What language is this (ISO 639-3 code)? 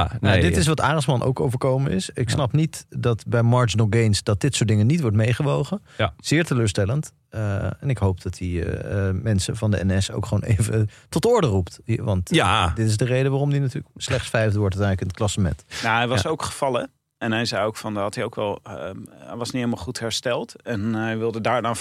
nld